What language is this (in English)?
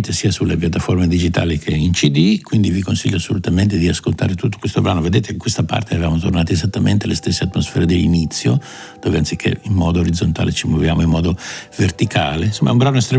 Italian